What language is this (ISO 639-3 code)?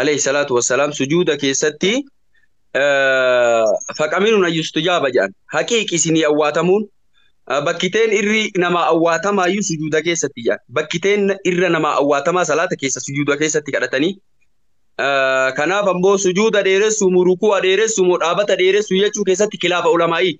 orm